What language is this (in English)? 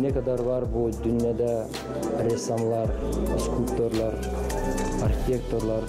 Gagauz